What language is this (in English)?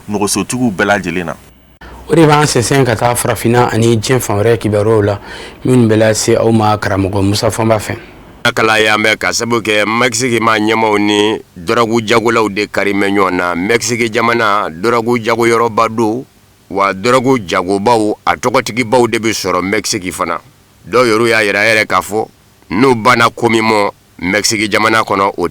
Bambara